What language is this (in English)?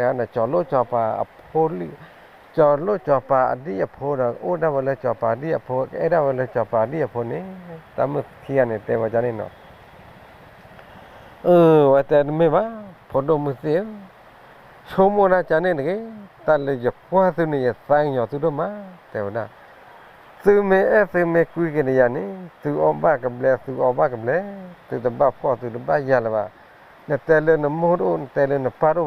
S'gaw Karen